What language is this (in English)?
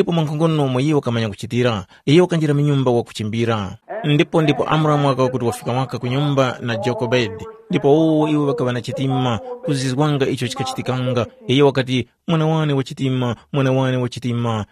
Tumbuka